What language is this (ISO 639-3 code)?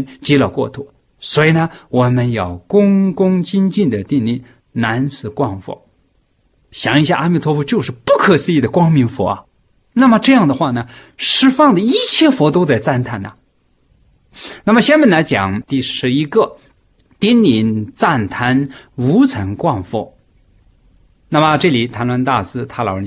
zho